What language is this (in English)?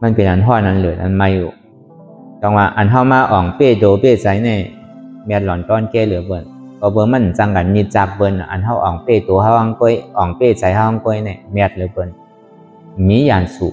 Shan